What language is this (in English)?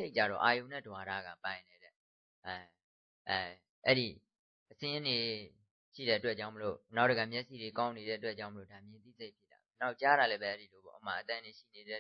Burmese